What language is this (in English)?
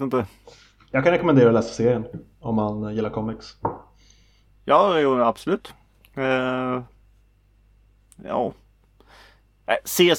Swedish